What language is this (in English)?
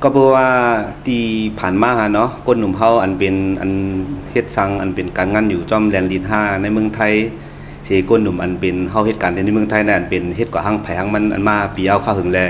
Shan